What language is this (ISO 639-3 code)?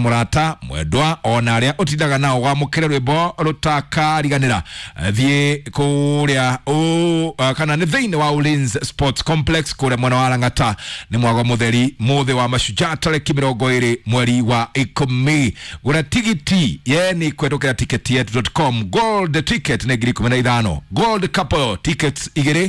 kik